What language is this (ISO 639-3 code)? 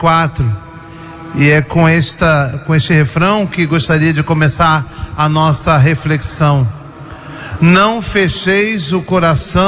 por